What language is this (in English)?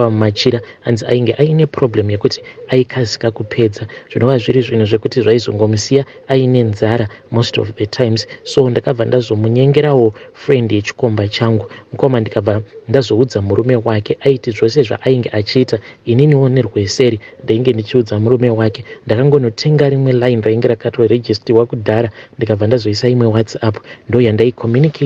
Shona